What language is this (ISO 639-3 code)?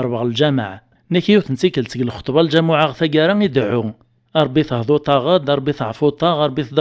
kab